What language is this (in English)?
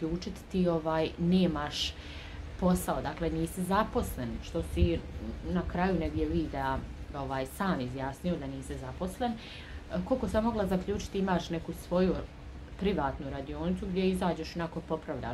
Croatian